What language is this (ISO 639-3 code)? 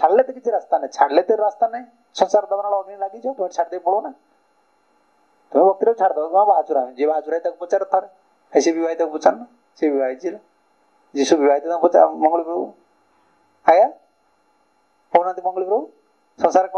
ori